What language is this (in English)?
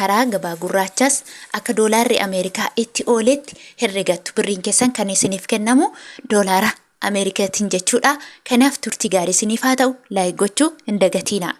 Oromo